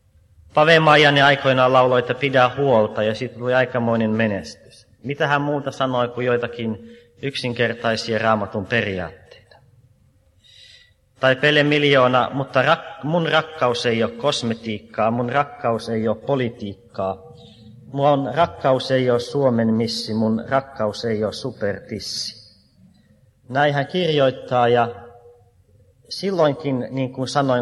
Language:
Finnish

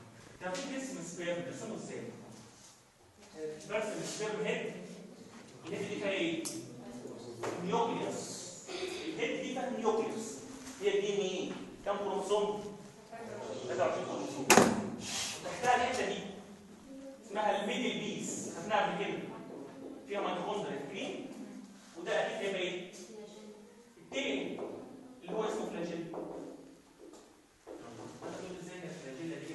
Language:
Egyptian Arabic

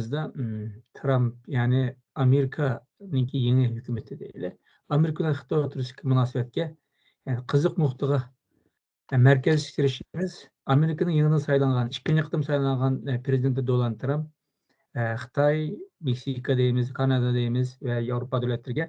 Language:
Uyghur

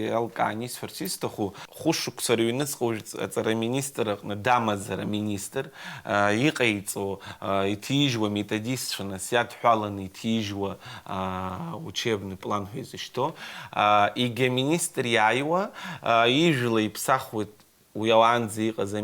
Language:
Abkhazian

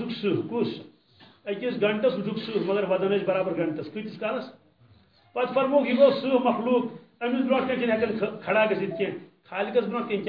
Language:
Kashmiri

